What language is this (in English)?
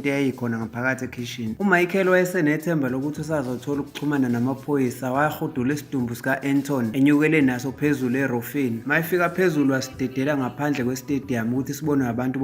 Zulu